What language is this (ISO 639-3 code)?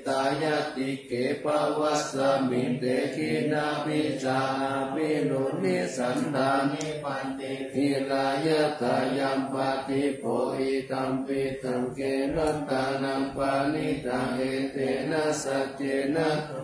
pli